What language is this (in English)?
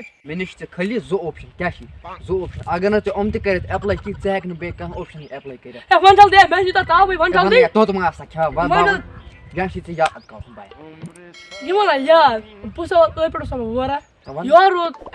Kashmiri